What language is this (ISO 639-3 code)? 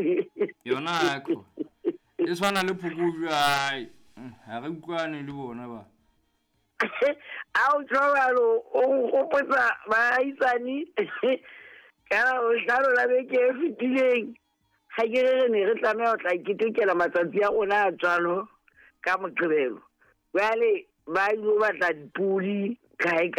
sot